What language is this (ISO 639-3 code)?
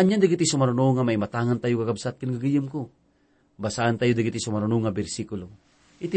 ilo